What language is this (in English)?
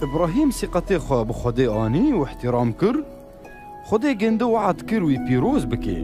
Kurdish